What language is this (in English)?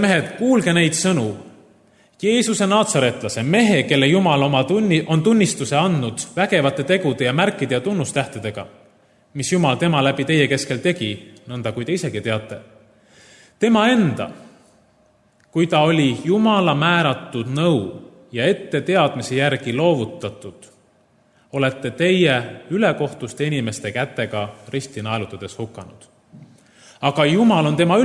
Estonian